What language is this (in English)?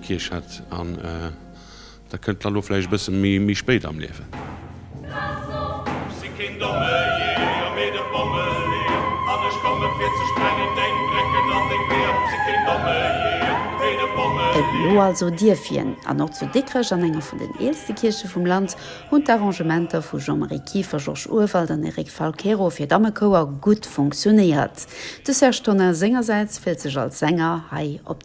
Luxembourgish